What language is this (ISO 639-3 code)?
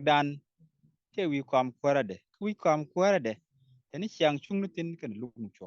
nus